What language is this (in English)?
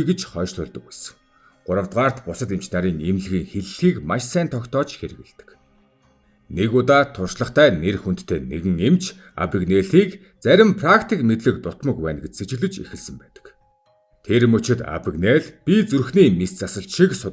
Mongolian